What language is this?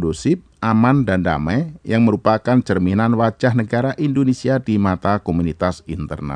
Indonesian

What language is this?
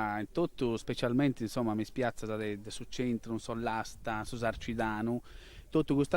Sardinian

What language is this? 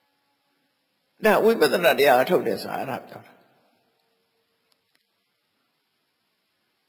Burmese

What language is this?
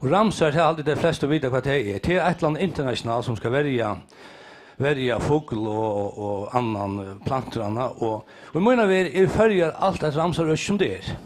Faroese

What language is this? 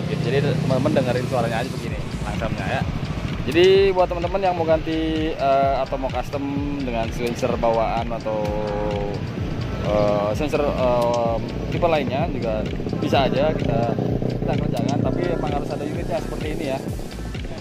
Indonesian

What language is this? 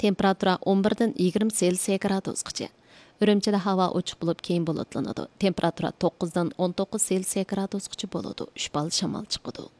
Uyghur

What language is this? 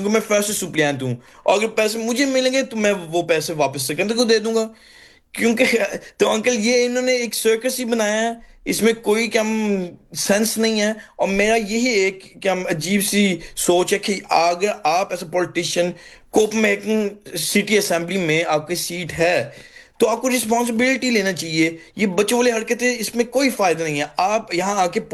Urdu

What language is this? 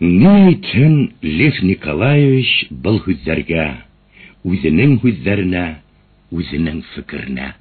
Bashkir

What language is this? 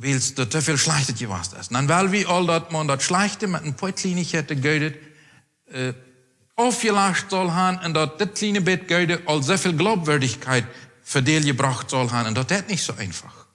Plautdietsch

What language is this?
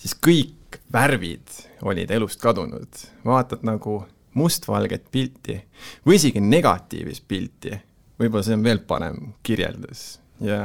Estonian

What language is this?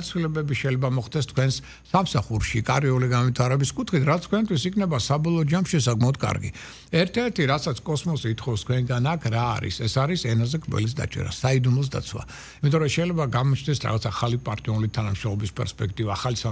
Georgian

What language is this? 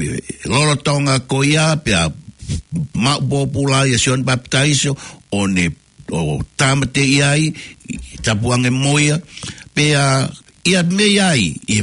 Tongan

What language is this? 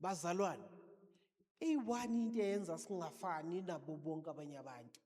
Zulu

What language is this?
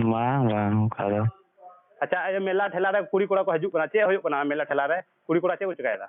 Santali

